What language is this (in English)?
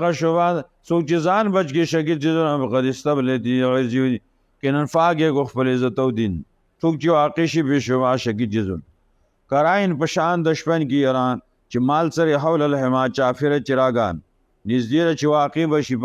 Pashto